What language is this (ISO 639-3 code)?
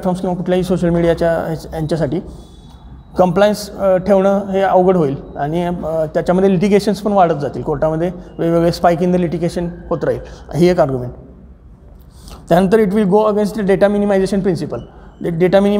mar